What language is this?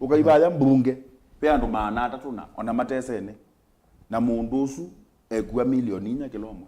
Kamba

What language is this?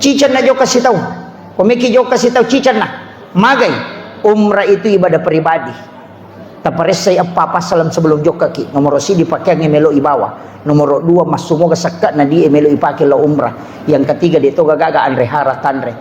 Buginese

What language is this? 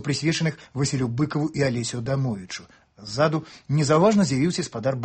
Belarusian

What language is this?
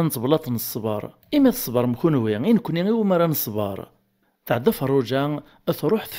Kabyle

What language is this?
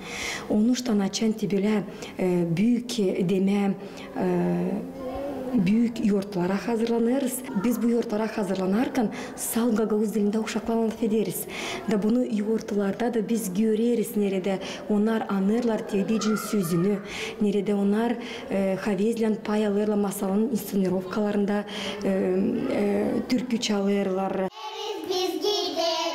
Gagauz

